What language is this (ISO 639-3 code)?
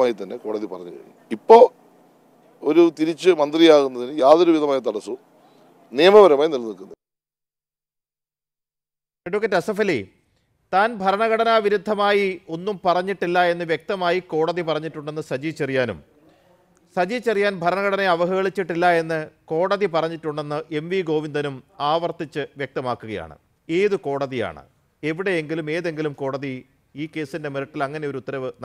mal